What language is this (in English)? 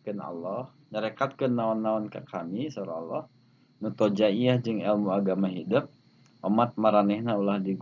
Sundanese